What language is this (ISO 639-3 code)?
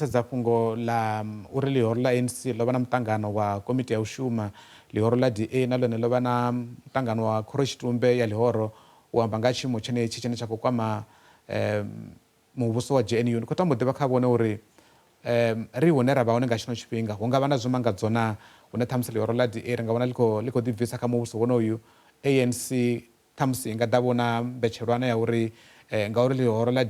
ven